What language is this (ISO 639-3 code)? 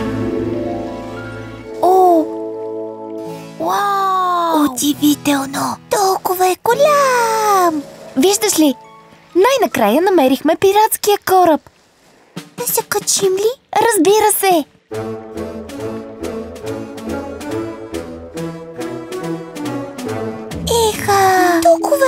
bul